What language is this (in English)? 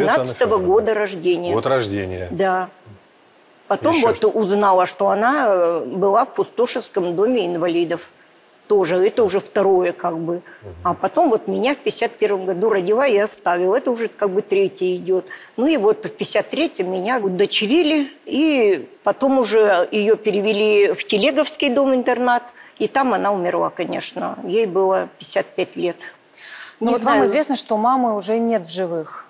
Russian